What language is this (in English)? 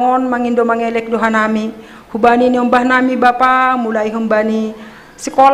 Batak Simalungun